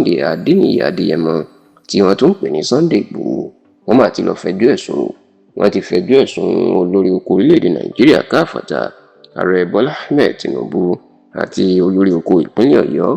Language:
Yoruba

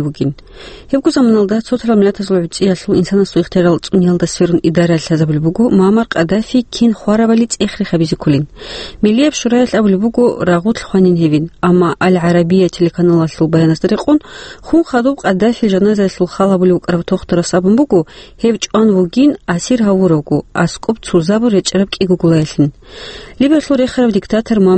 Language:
Avaric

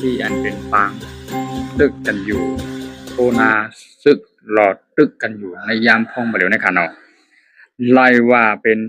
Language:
Shan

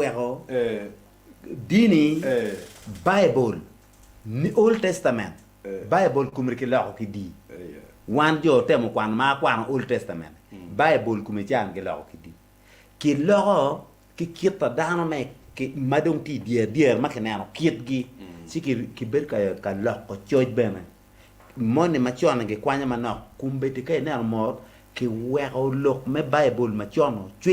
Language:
Acoli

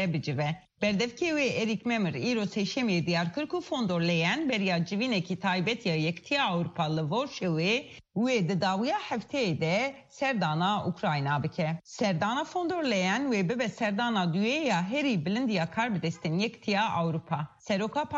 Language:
Kurdish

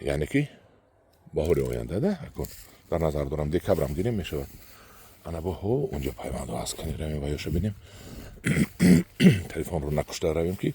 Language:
Tajik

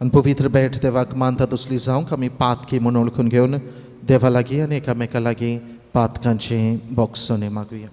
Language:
Konkani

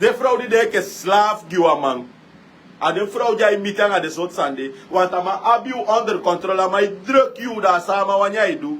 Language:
Sranan Tongo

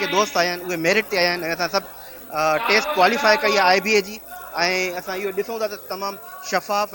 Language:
Sindhi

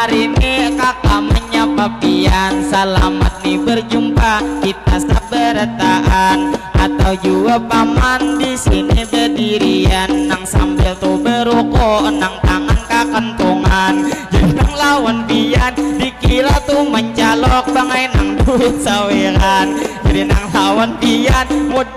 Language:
Banjar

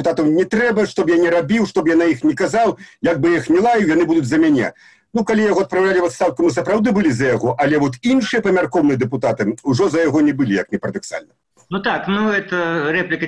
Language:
Belarusian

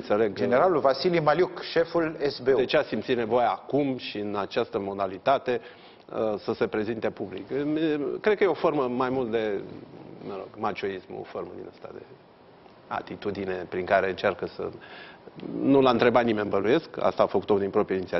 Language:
Romanian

